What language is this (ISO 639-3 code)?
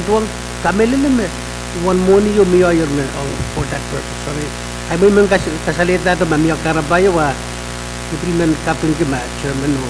pon